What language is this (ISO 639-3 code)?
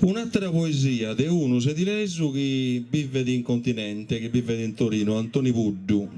srd